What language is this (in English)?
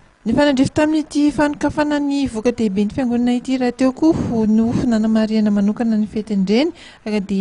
Malagasy